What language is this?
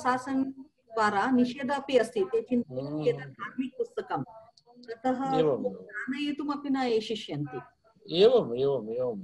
Sanskrit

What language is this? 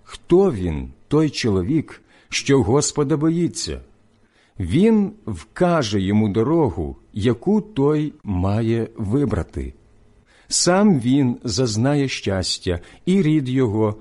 Ukrainian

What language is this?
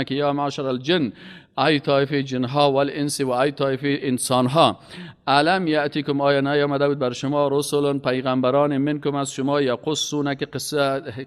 Persian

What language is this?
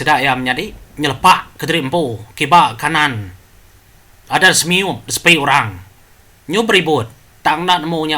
Iban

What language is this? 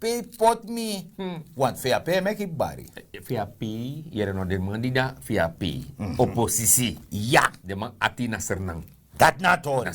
Sranan Tongo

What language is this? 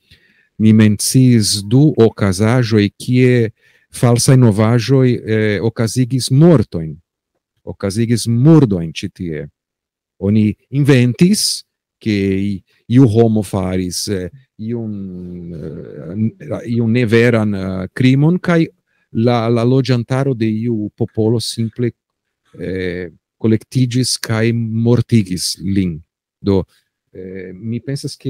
Esperanto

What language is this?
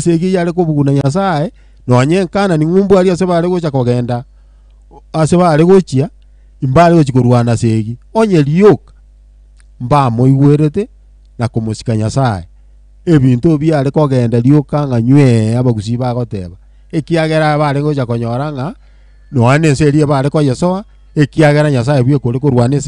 Gusii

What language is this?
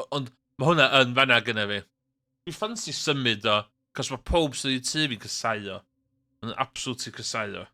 Welsh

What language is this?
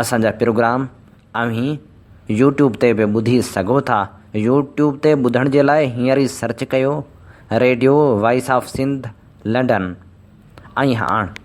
Sindhi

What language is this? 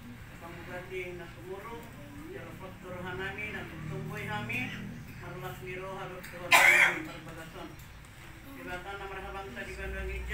Batak Toba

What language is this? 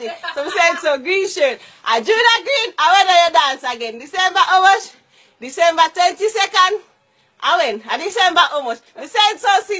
Jamaican Creole English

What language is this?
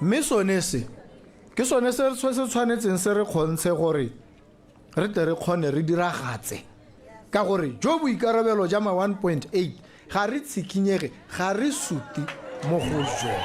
Tswana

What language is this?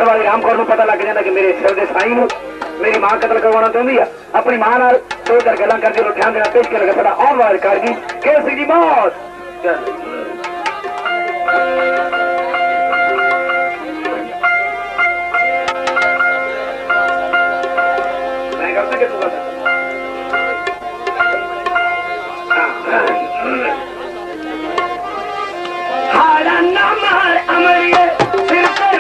Punjabi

